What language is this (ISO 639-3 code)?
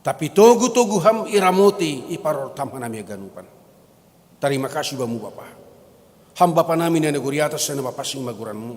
bts